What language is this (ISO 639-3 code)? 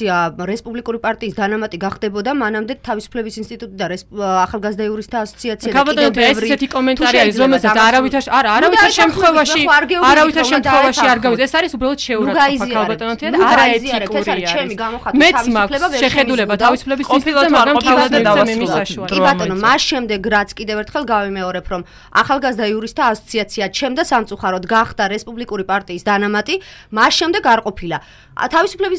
kat